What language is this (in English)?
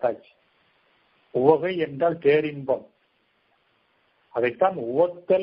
Tamil